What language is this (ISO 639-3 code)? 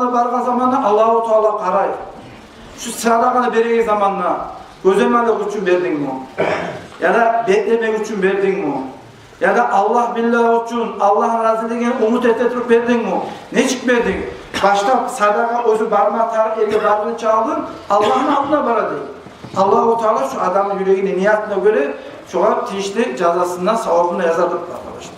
kum